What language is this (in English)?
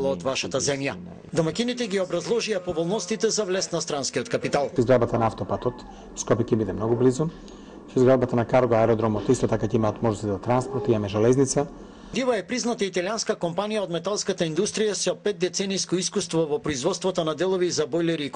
Macedonian